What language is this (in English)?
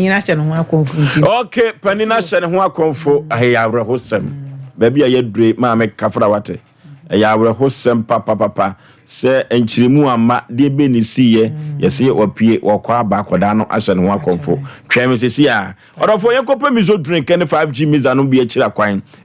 Akan